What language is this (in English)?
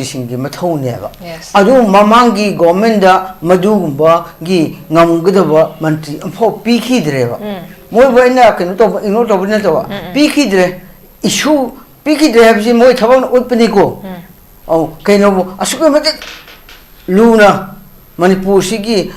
Manipuri